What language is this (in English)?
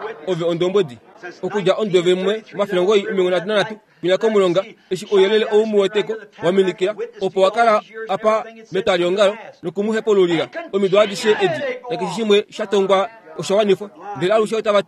Kuanyama